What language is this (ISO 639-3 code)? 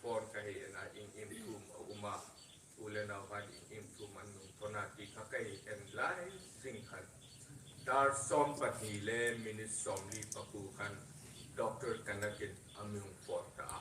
hmr